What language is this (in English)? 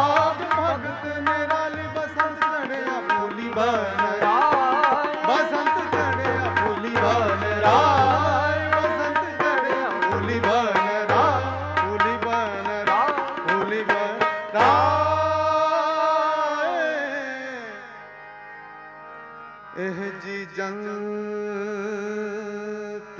Punjabi